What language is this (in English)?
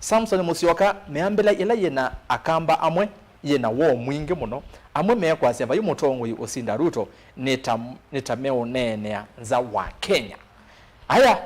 Kamba